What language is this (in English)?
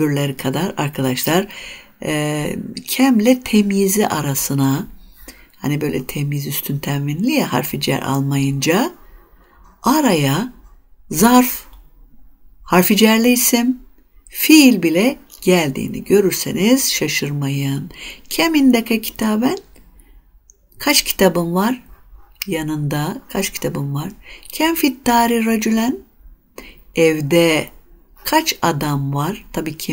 Turkish